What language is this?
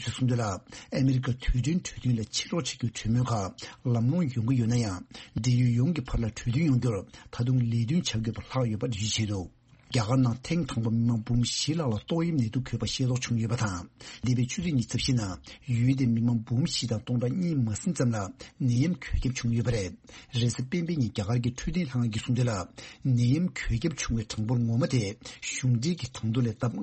Tibetan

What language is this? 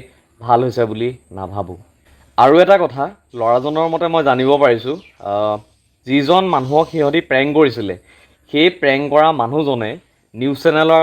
Assamese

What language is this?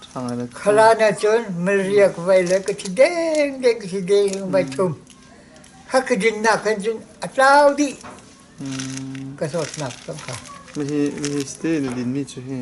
Hakha Chin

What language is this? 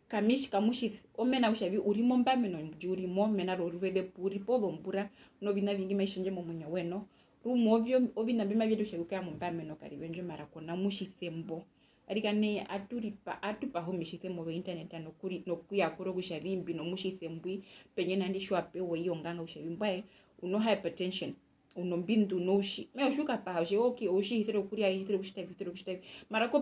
Herero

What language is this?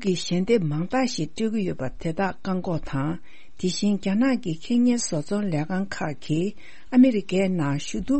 Tibetan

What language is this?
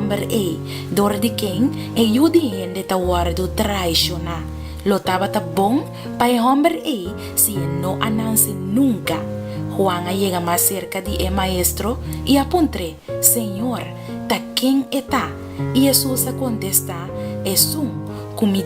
Papiamento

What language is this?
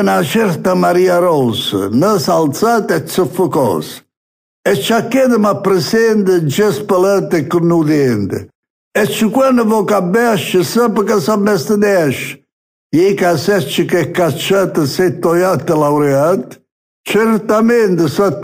Neapolitan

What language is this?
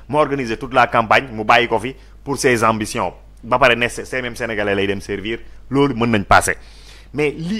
Wolof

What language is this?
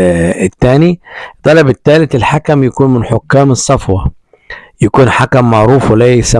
Egyptian Arabic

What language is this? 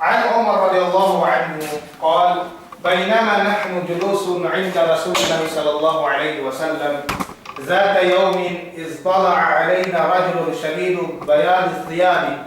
Yakan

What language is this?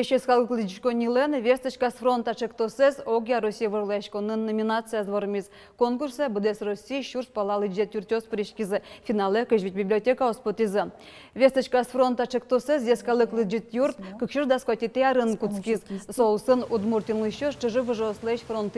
Udmurt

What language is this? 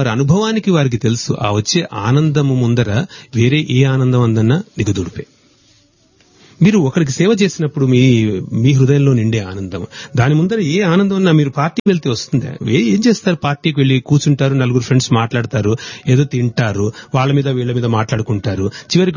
Telugu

